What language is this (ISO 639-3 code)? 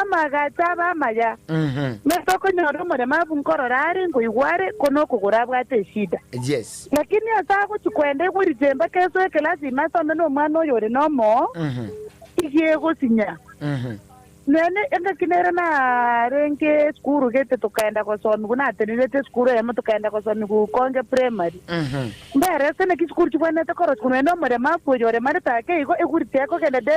guz